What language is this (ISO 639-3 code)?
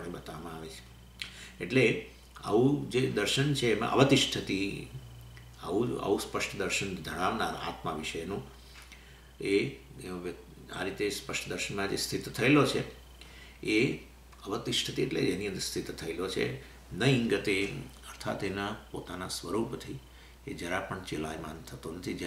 guj